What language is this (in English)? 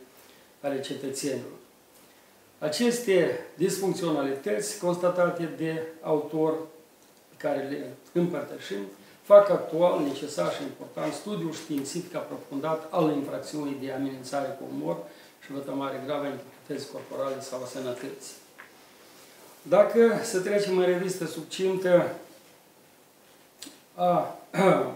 Romanian